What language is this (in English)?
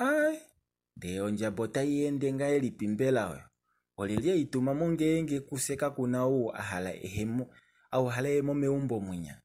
Kuanyama